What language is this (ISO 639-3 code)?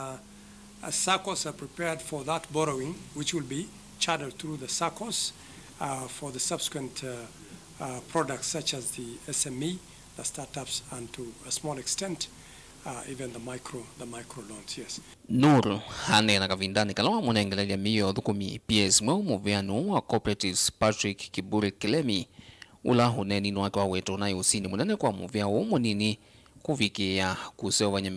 kam